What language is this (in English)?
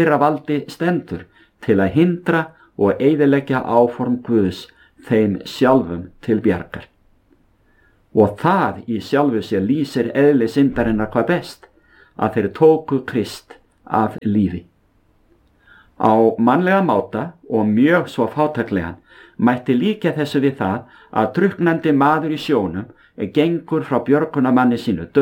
Icelandic